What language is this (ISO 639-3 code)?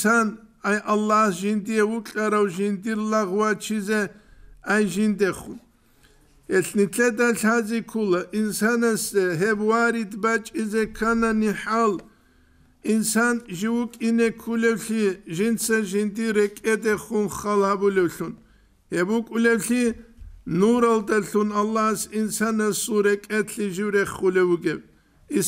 ava